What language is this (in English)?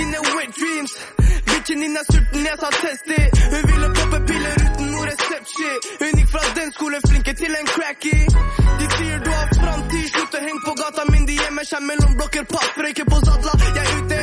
Norwegian